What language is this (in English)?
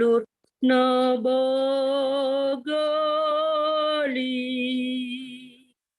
Batak Simalungun